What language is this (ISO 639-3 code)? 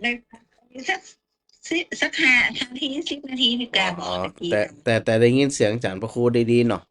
nod